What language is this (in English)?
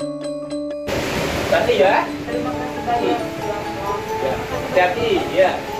Indonesian